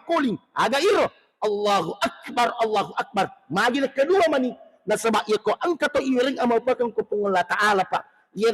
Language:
Buginese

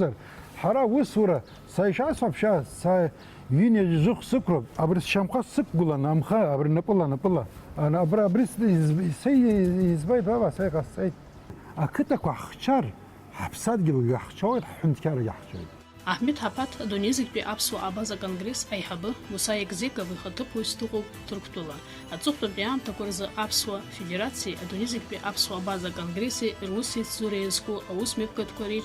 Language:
Abkhazian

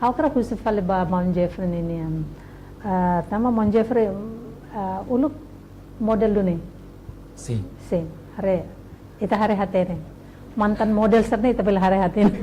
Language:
Tetum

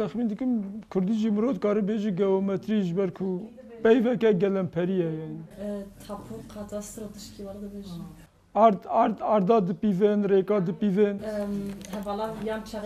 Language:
Kurdish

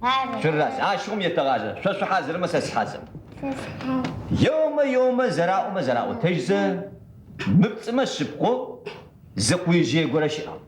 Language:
Adyghe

